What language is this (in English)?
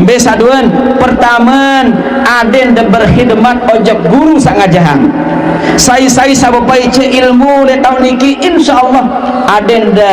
Sasak